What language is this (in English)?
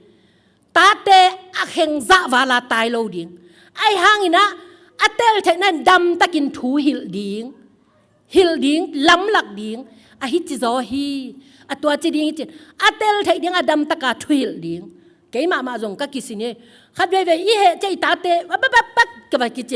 Tedim Chin